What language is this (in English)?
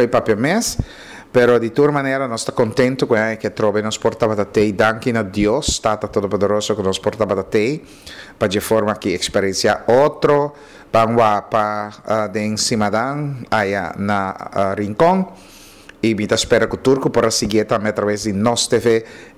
Papiamento